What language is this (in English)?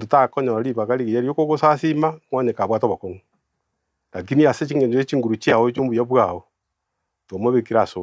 Gusii